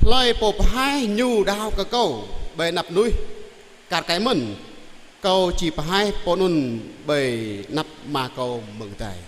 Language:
Jarai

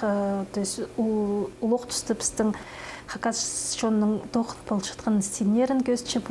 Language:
Khakas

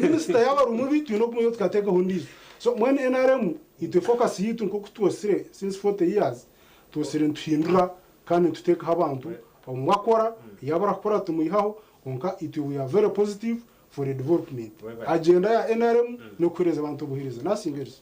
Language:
Nyankole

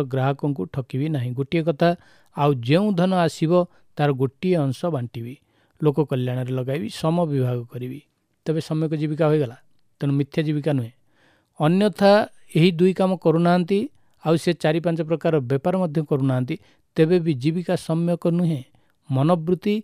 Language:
Odia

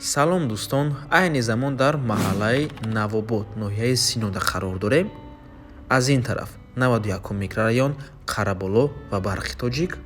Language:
Tajik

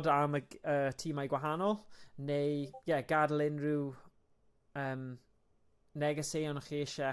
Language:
Welsh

